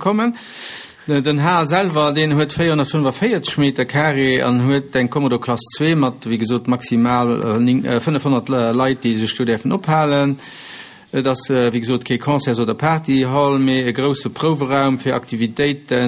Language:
Luxembourgish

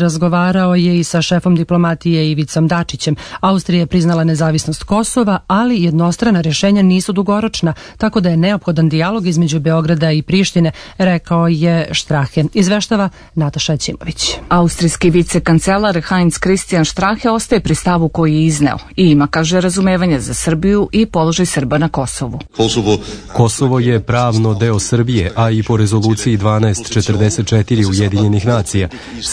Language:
Serbian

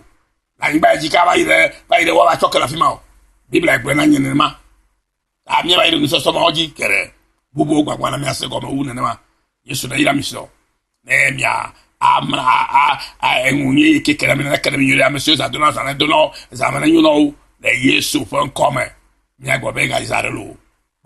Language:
Ewe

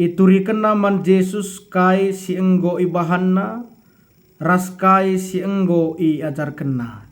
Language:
Batak Karo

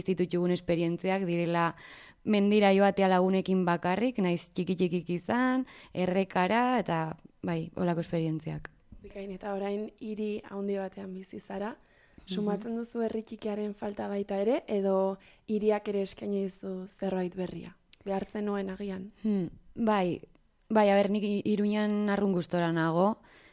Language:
Basque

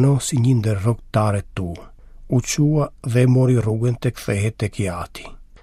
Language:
Albanian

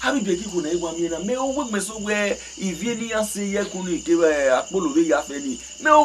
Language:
Bini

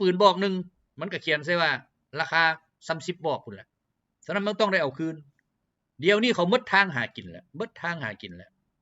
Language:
Lao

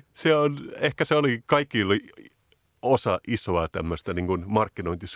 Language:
Finnish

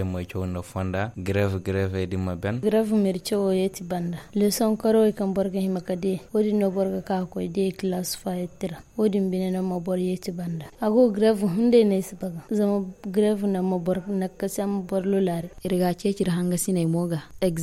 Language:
Zarma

